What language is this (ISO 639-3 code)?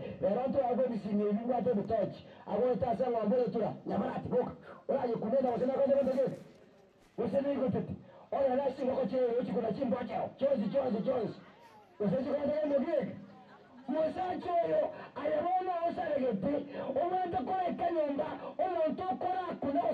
guz